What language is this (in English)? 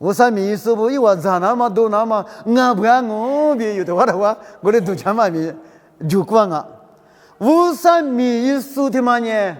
Lisu